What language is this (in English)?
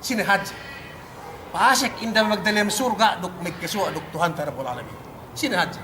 Yakan